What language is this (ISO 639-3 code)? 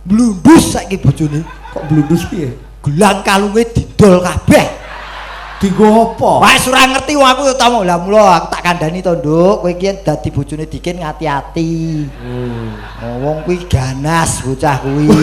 jav